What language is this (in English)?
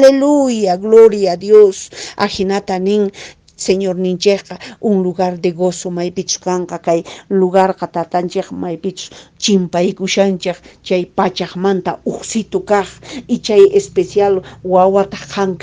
Quechua